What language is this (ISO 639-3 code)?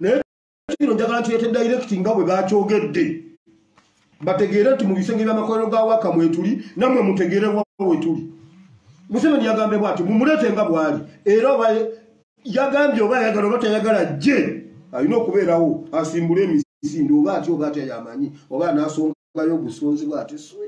lug